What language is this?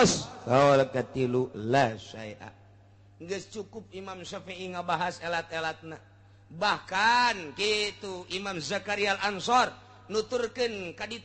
Sundanese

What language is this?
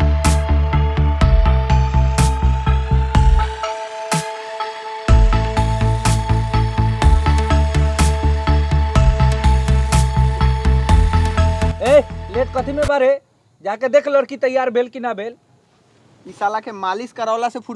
Bhojpuri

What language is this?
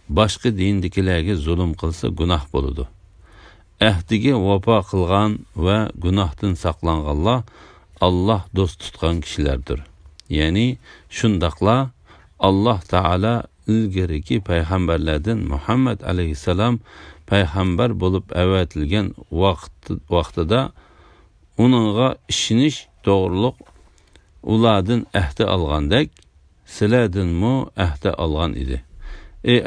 Uyghur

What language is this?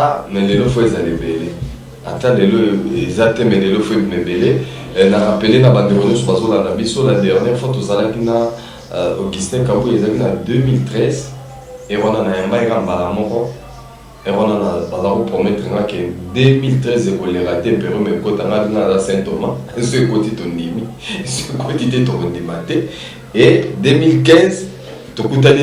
Lingala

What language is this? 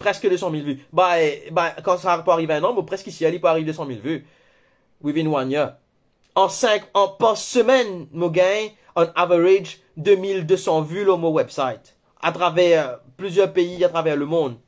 Morisyen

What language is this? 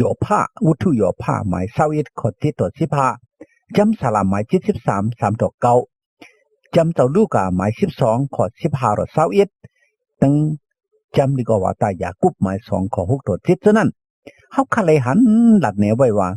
Shan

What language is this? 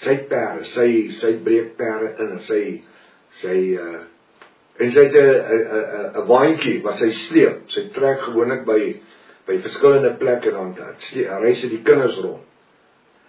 Afrikaans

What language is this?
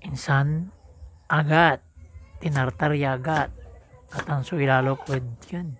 Pangasinan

